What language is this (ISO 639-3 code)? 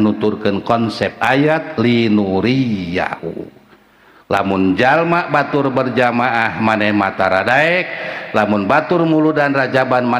sun